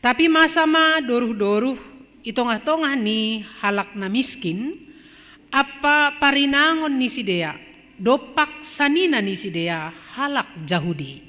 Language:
Batak Simalungun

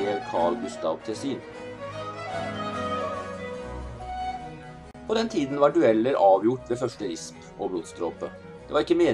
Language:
Norwegian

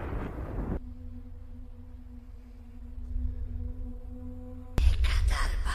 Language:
Turkish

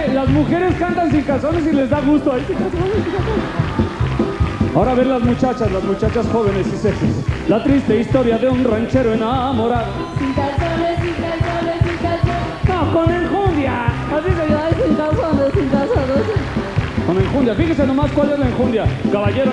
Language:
Spanish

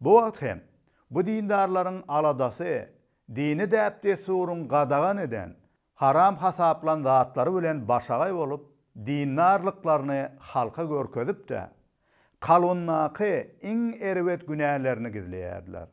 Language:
Turkmen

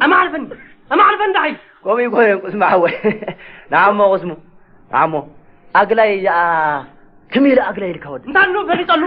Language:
Tigrinya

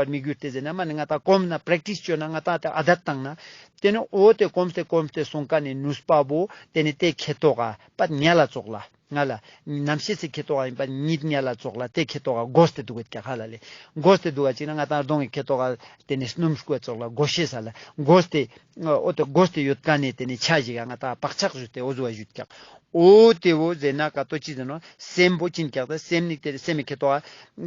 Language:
Ladakhi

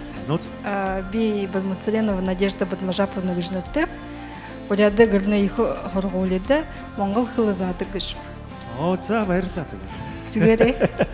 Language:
Buriat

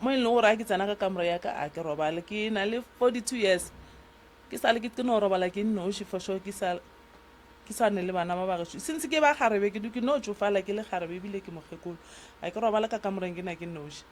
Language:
Northern Sotho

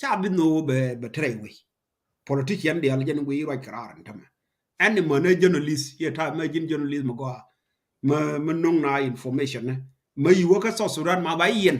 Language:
Nuer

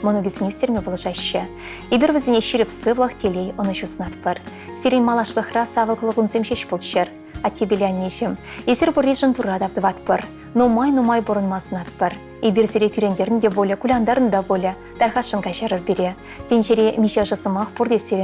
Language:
Chuvash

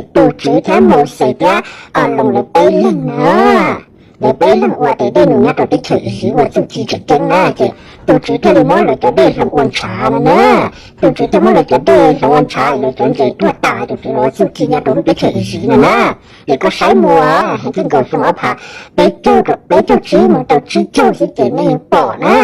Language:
Hmong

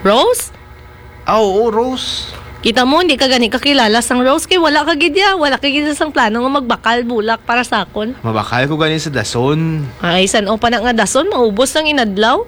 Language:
Hiligaynon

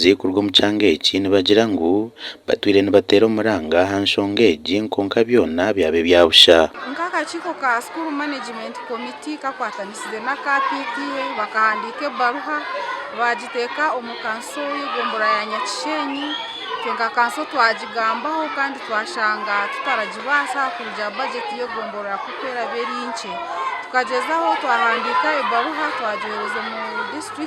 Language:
Nyankole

